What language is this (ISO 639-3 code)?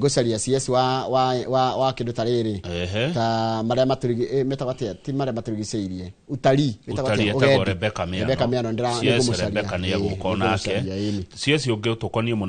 kik